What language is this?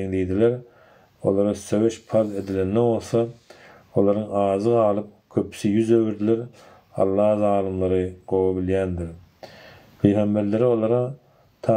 Turkmen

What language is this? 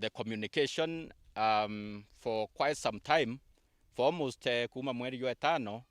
Meru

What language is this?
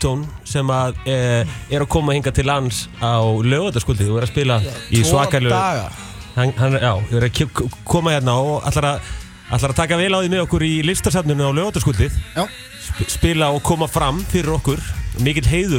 Icelandic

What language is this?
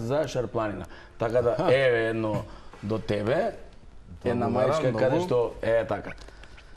Macedonian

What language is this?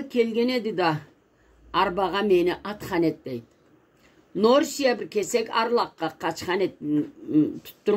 Karachay-Balkar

